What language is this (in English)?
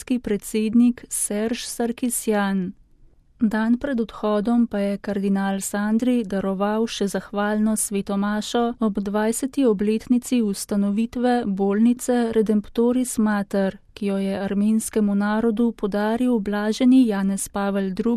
Slovenian